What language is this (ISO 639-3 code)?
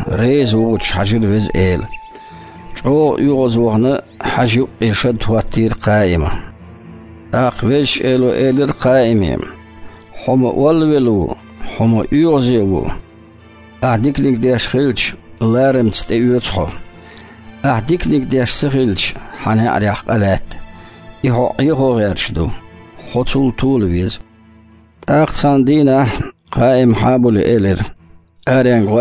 che